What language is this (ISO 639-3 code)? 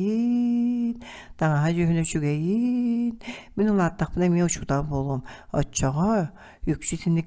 sah